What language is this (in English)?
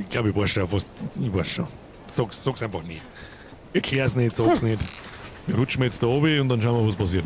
Bavarian